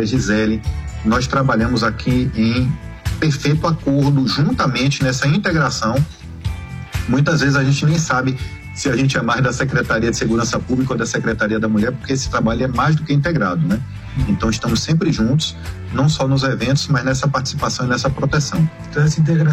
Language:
Portuguese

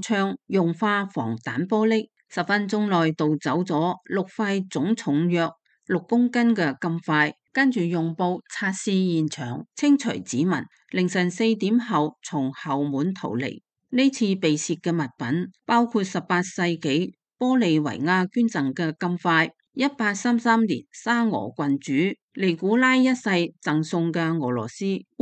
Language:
Cantonese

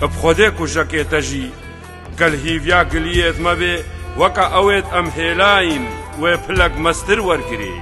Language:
Kurdish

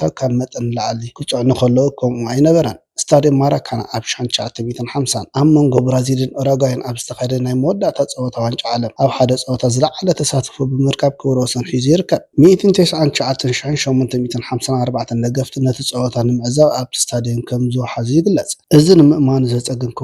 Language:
Tigrinya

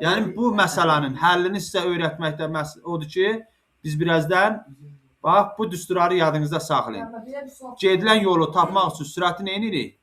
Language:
Azerbaijani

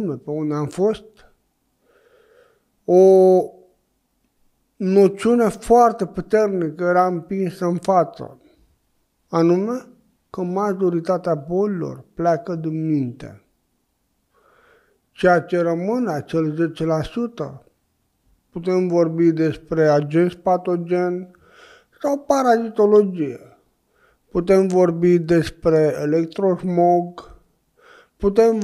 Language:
Romanian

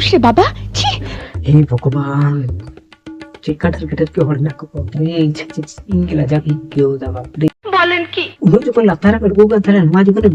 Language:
Santali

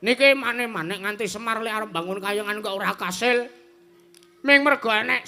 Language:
Javanese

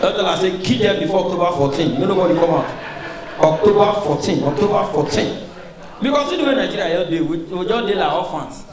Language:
Nigerian Pidgin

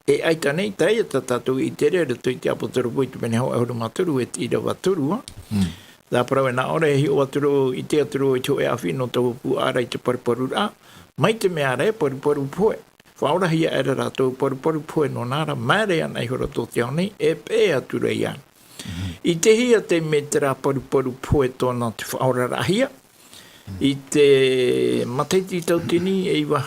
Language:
Tahitian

